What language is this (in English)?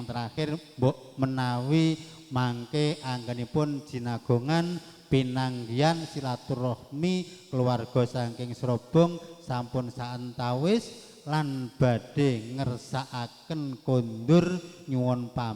Javanese